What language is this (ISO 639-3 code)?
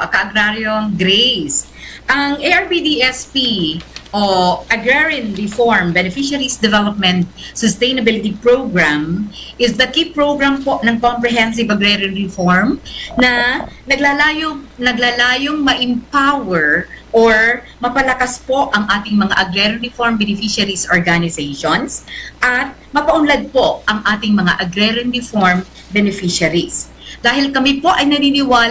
bik